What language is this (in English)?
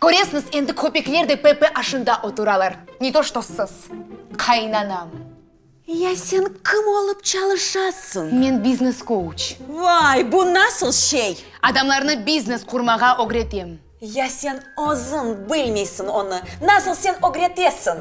Crimean Tatar